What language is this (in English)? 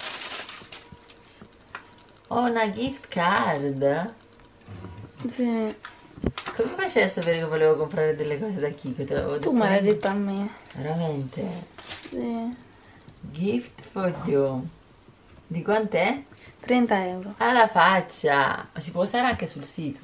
Italian